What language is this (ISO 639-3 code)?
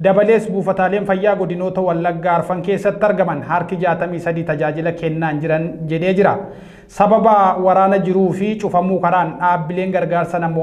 orm